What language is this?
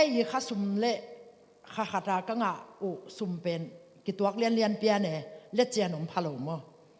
Tedim Chin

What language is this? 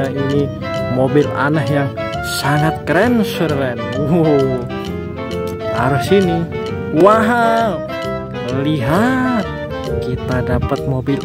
Indonesian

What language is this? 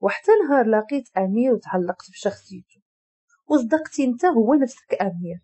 Moroccan Arabic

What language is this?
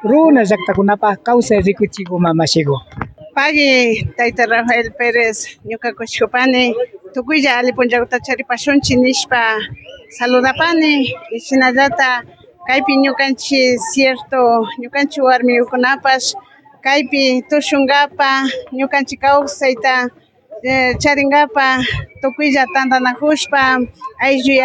Imbabura Highland Quichua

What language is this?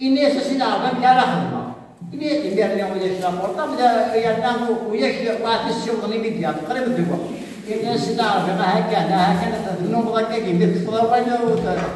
Kabyle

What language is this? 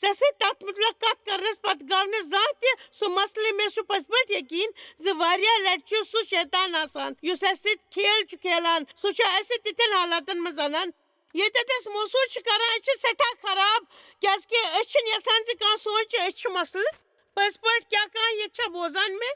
Kashmiri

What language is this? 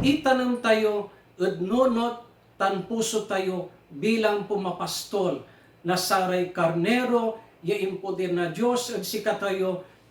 Pangasinan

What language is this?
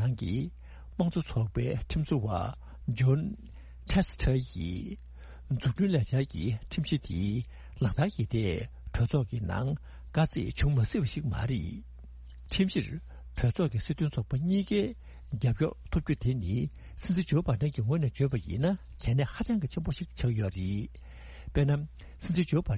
Tibetan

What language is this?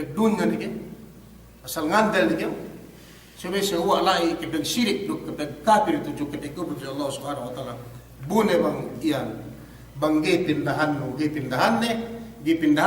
Yakan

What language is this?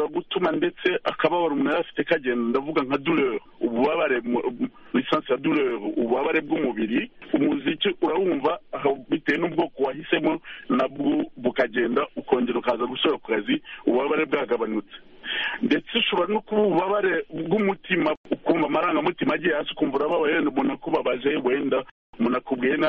Kinyarwanda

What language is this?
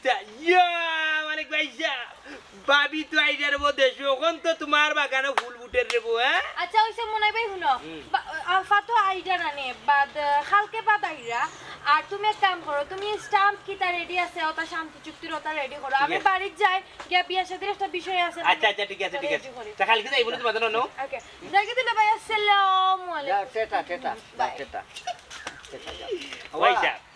Sylheti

